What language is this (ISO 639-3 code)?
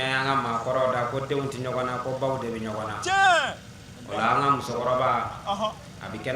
bam